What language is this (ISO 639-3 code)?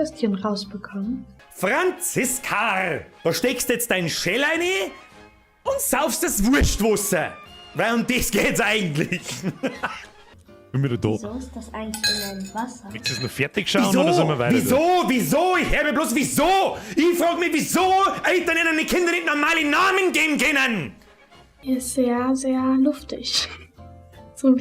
bar